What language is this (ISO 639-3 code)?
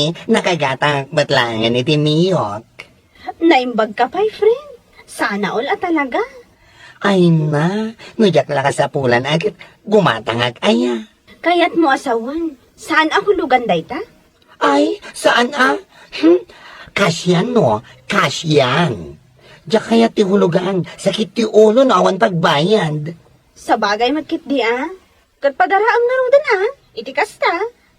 ilo